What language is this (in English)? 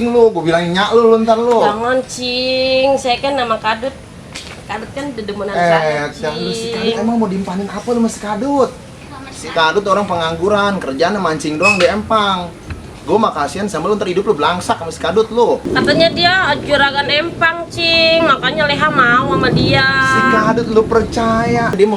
Betawi